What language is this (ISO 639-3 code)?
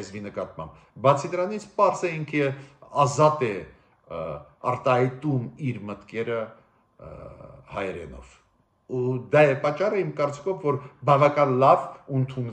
hye